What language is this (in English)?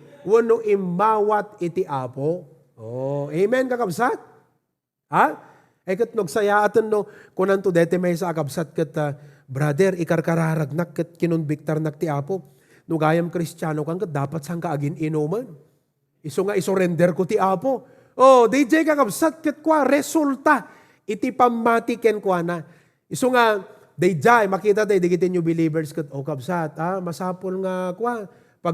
Iloko